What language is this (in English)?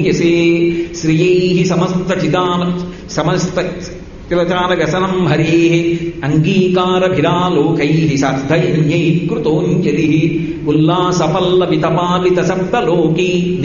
Telugu